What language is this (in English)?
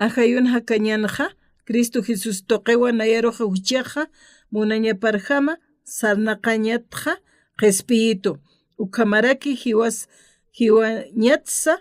Aymara